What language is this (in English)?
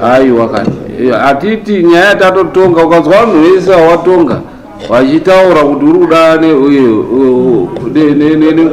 Shona